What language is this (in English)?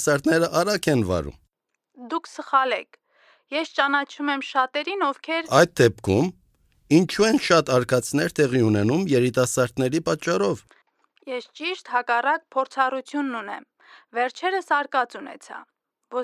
Armenian